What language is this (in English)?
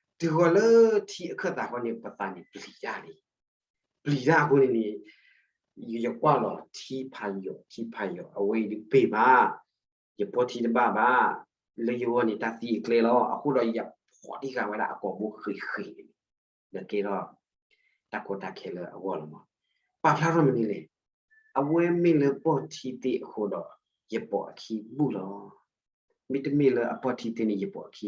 S'gaw Karen